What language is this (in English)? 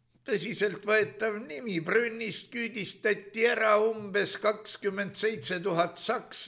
Estonian